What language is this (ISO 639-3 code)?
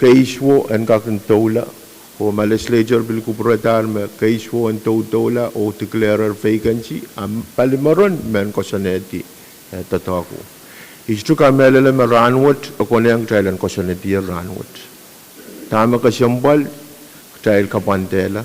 pon